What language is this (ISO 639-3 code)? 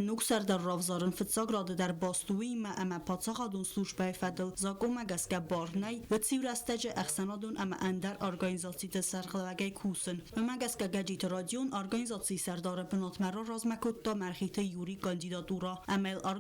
oss